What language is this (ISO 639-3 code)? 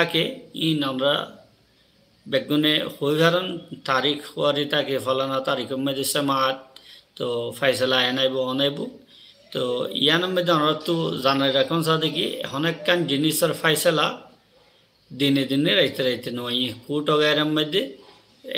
rhg